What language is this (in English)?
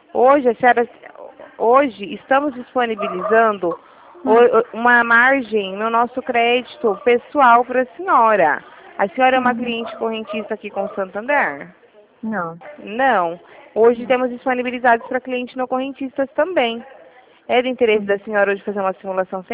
Portuguese